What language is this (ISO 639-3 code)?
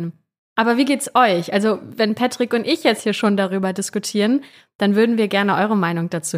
deu